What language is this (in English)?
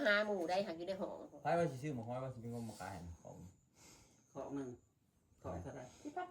Northeastern Thai